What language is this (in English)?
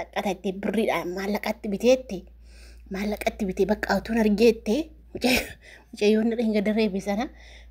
Oromo